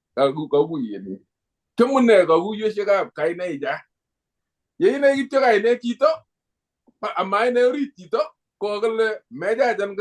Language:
Kalenjin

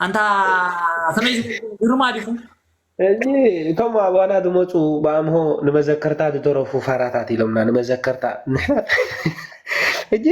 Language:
Tigrinya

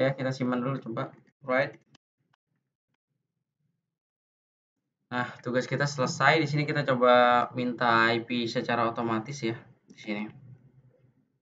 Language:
Indonesian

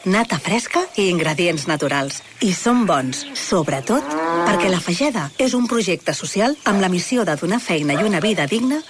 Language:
Catalan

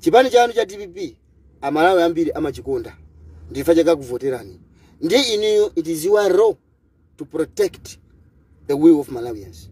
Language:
Nyanja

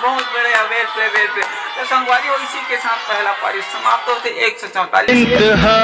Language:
Chhattisgarhi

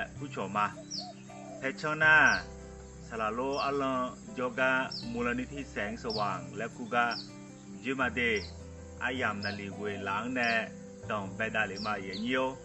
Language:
Akha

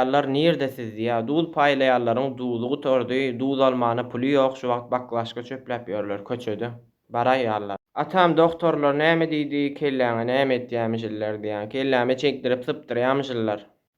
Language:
Turkmen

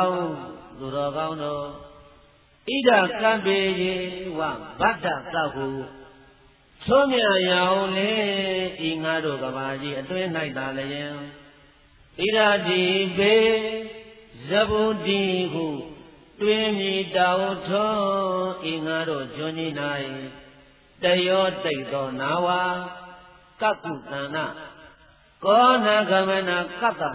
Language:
Burmese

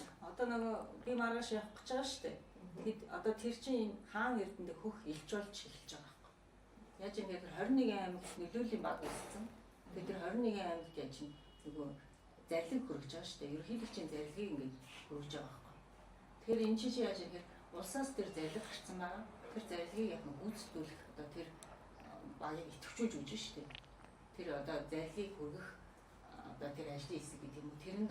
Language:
Mongolian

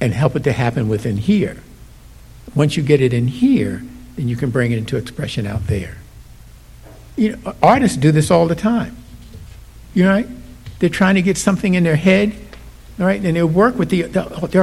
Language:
English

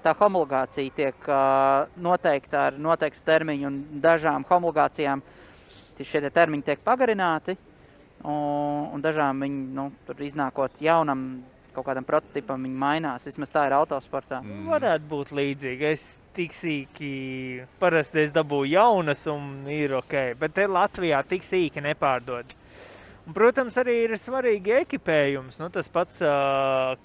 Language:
Latvian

